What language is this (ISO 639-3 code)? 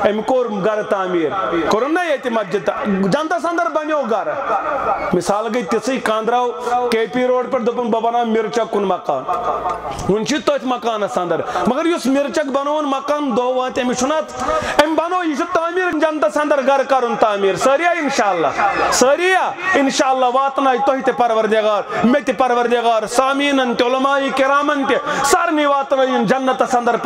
kas